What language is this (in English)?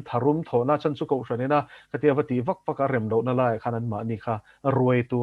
Mizo